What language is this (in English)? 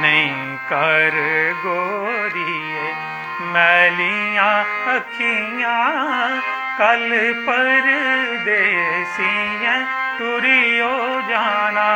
Dogri